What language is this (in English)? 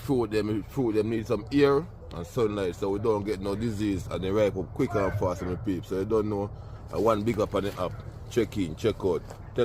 Jamaican Creole English